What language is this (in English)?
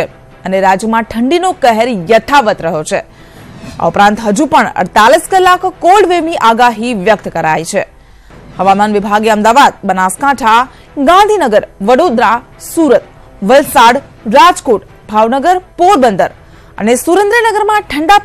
Gujarati